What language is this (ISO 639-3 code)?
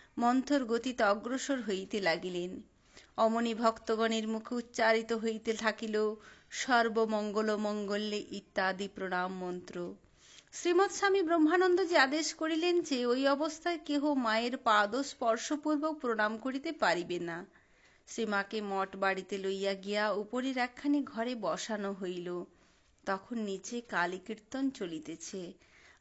ben